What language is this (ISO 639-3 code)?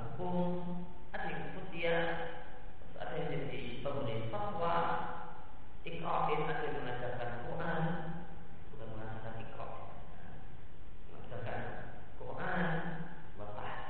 ind